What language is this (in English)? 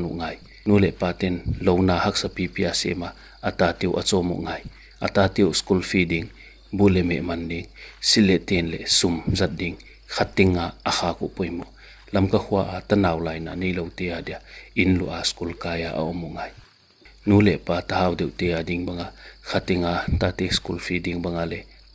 Paite Chin